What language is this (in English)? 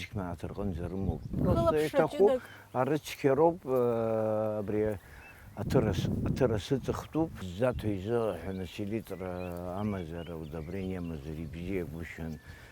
Abkhazian